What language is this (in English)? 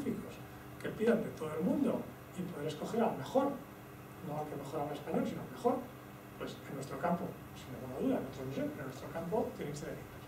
Spanish